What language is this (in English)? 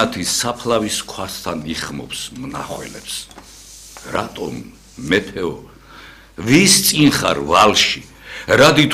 Georgian